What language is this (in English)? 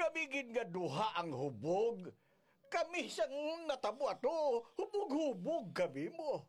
Hiligaynon